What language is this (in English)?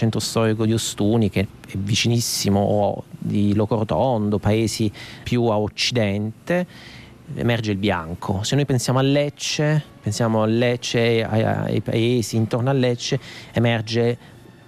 Italian